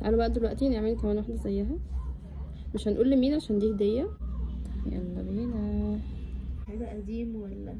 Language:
Egyptian Arabic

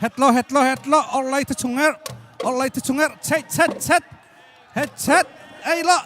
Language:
Hakha Chin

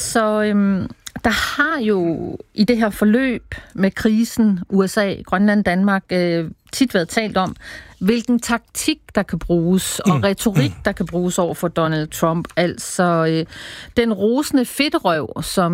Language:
Danish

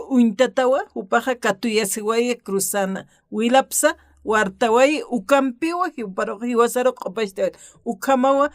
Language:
Aymara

